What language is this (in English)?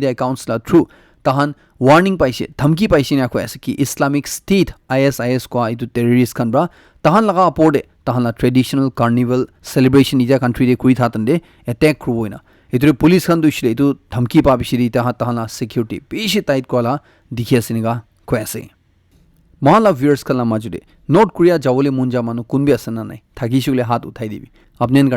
Naga Pidgin